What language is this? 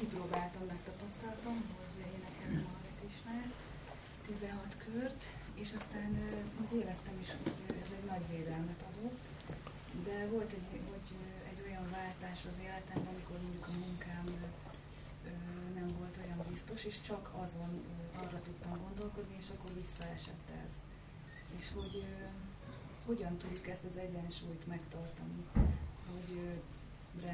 Hungarian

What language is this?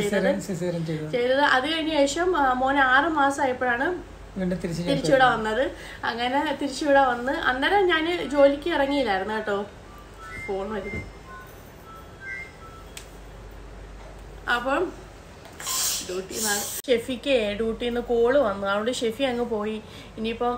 Malayalam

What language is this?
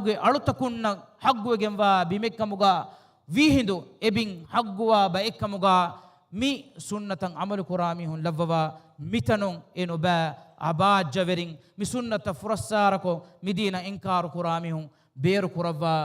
Divehi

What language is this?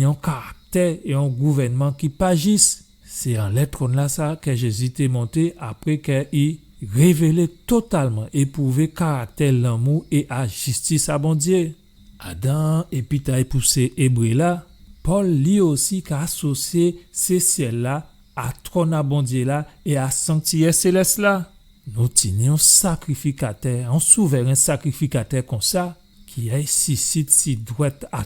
Guadeloupean Creole French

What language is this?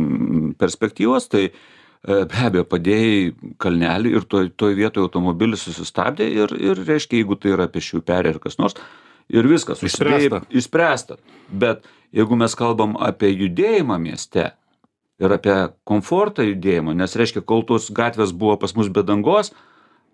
Lithuanian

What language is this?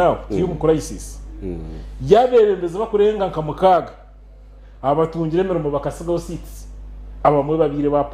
Nyankole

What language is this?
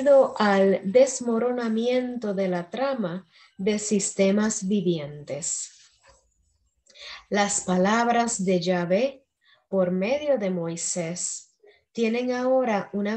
Spanish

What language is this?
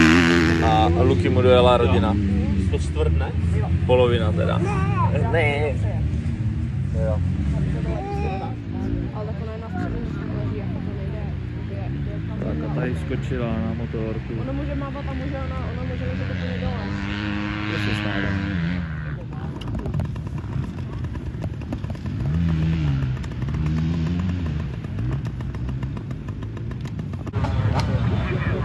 Czech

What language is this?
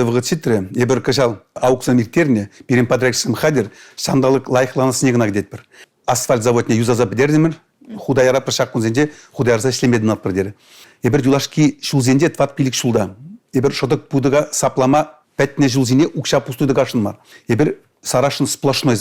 Chuvash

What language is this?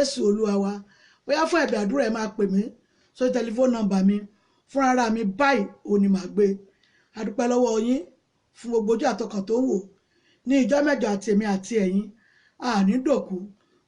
Yoruba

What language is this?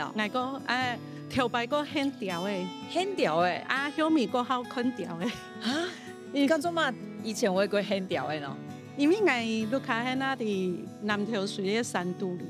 Hakka Chinese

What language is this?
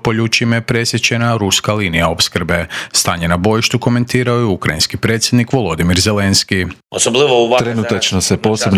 Croatian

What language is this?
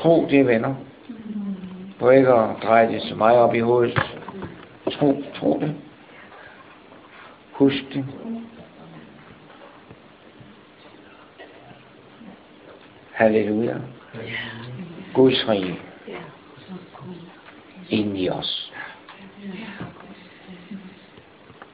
Danish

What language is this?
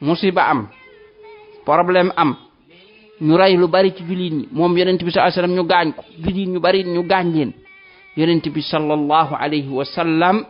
Wolof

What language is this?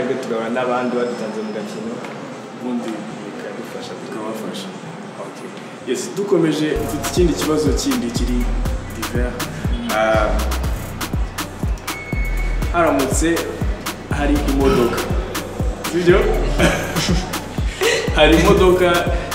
Kinyarwanda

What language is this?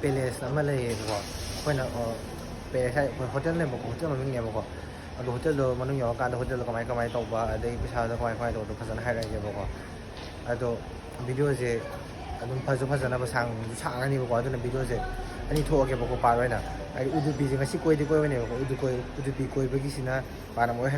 Manipuri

